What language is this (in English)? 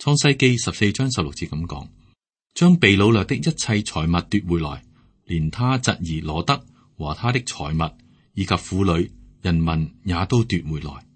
Cantonese